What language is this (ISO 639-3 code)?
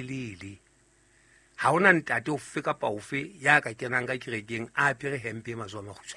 sot